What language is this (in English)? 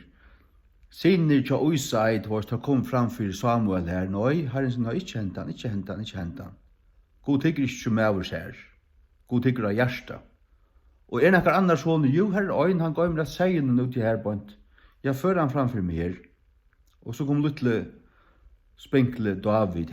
Faroese